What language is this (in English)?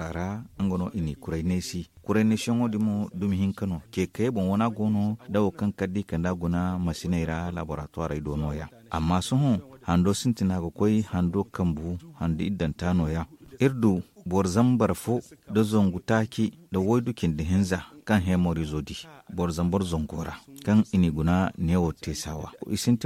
Zarma